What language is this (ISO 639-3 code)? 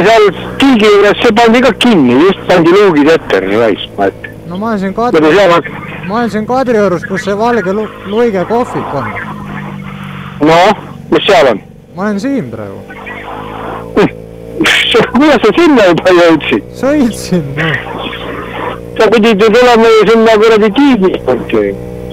est